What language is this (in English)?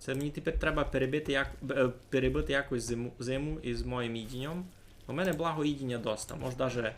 Rusyn